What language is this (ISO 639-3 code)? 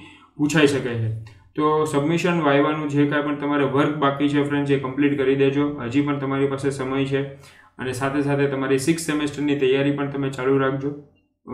guj